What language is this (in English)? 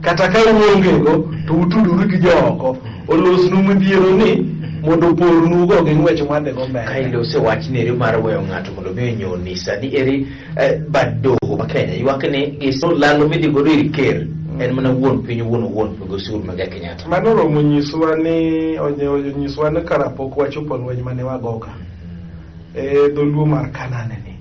Luo (Kenya and Tanzania)